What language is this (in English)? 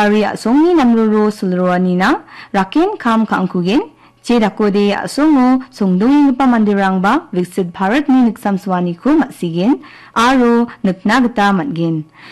Garo